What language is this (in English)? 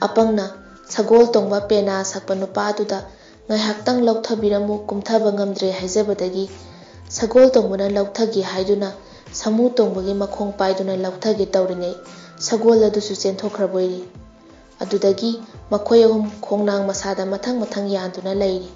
Manipuri